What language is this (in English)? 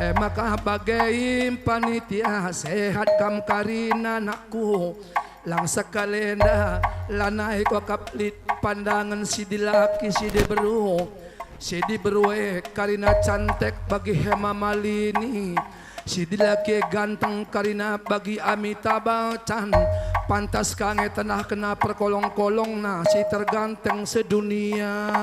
Batak Karo